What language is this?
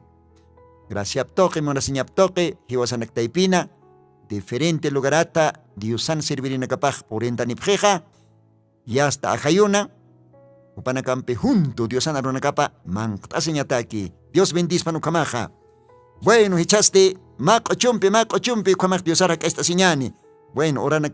Aymara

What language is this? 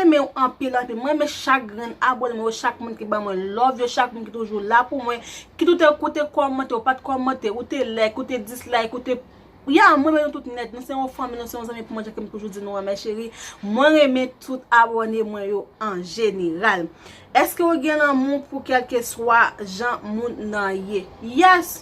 Haitian Creole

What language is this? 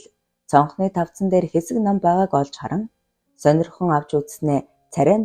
Mongolian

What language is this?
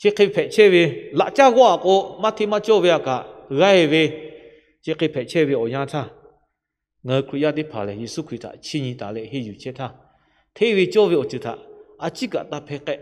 Lahu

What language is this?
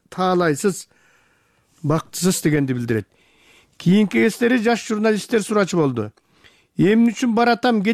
Kyrgyz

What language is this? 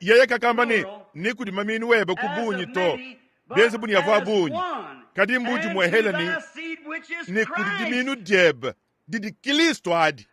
Luba-Lulua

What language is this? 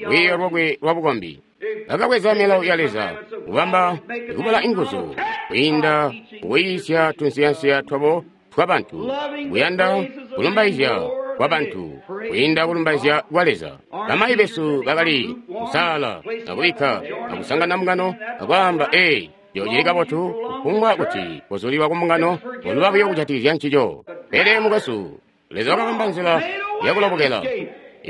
Tonga (Zambia)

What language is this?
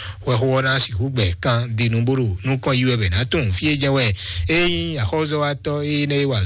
Fon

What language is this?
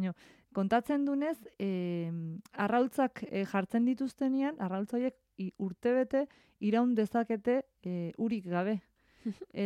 Basque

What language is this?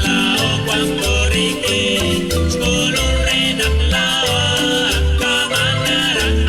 Kekchí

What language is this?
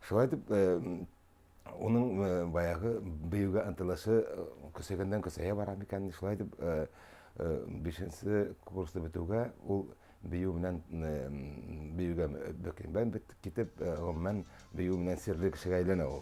Bashkir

